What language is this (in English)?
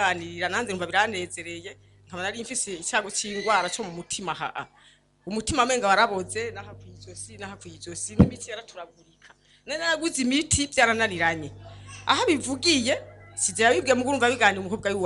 Rundi